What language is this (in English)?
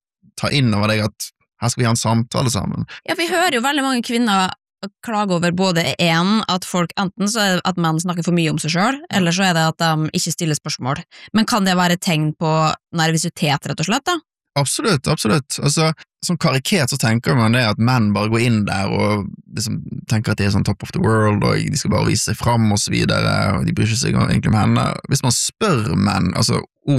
Norwegian